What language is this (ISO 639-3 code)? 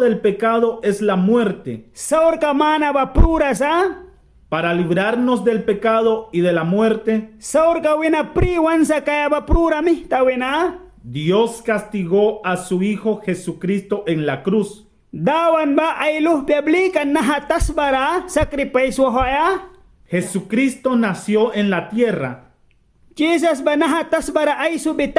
miq